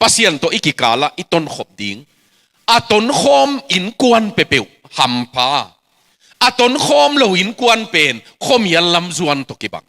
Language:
Tedim Chin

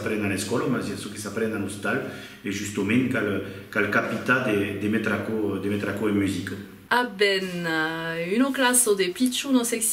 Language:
Occitan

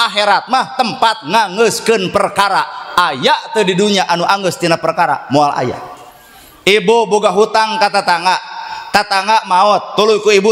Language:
Sundanese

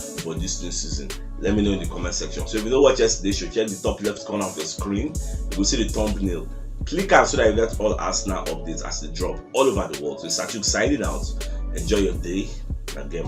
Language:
Nigerian Pidgin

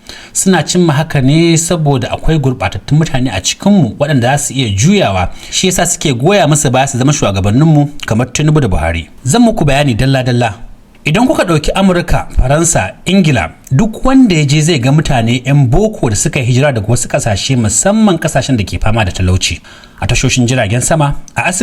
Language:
Hausa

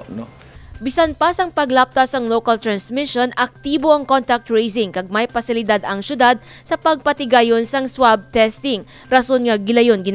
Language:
Hiligaynon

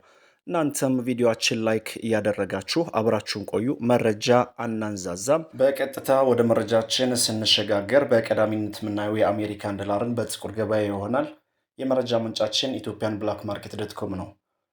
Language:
Amharic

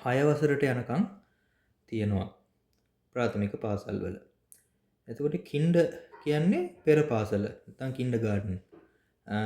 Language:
Sinhala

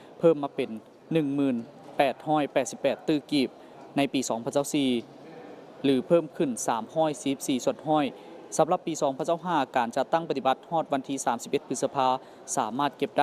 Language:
Lao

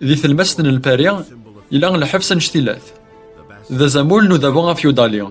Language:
Kabyle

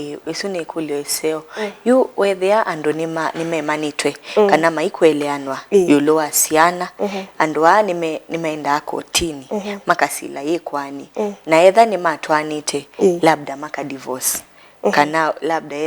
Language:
Kamba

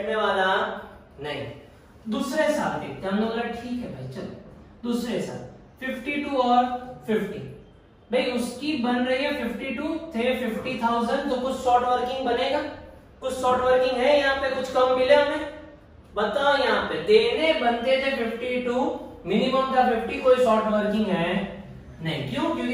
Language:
Hindi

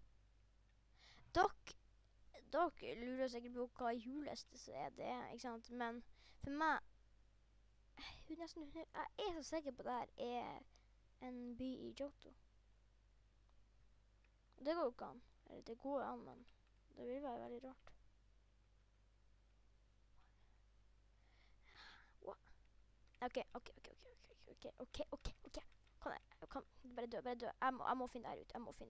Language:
Norwegian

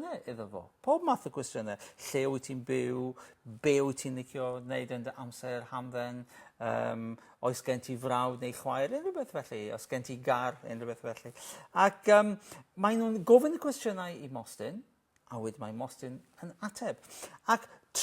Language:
Welsh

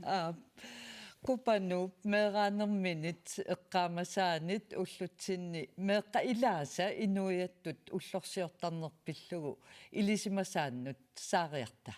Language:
Kalaallisut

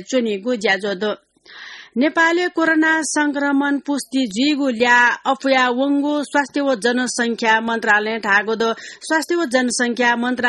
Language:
Newari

